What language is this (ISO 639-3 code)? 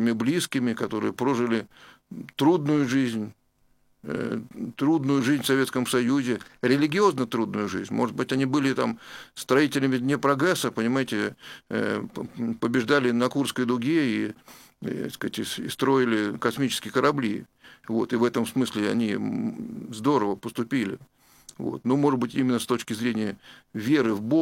rus